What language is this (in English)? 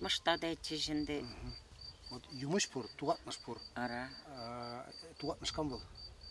Chuvash